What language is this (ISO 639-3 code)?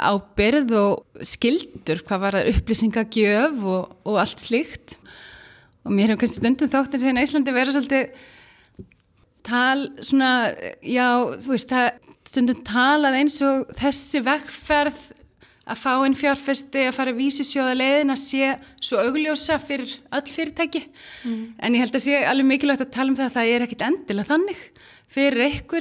isl